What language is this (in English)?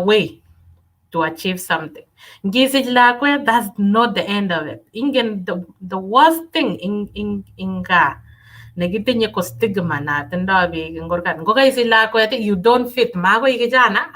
Kalenjin